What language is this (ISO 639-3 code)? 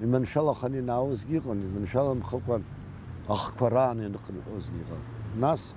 abk